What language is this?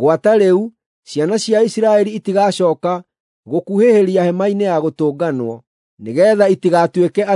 Kikuyu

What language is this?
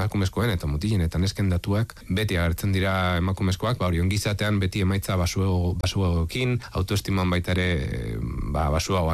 Basque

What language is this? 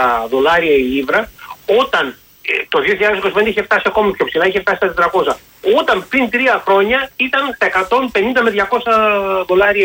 Greek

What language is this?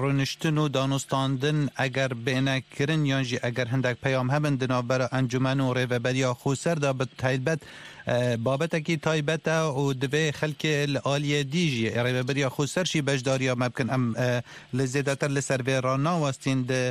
Kurdish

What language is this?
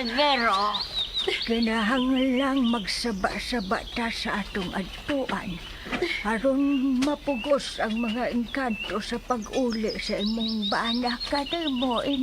Cebuano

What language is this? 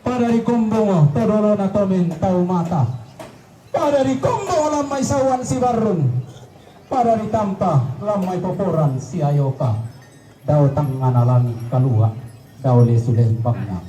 Toraja-Sa'dan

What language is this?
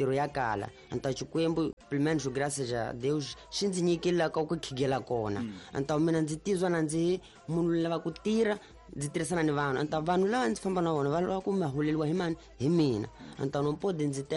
Tsonga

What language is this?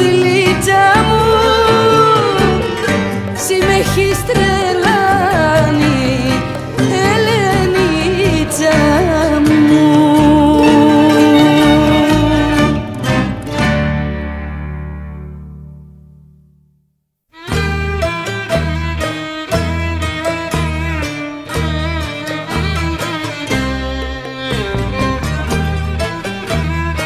Greek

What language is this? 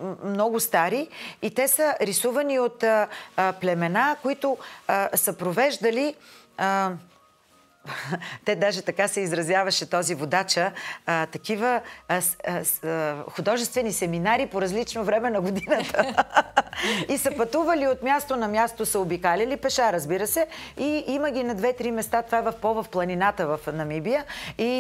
Bulgarian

